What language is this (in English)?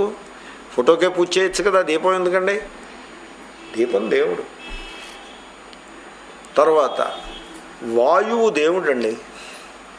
Telugu